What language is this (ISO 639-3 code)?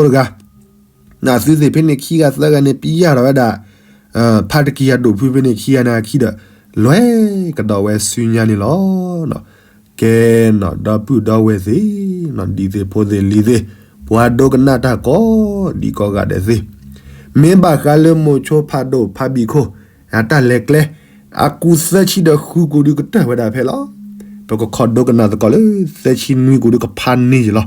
ksw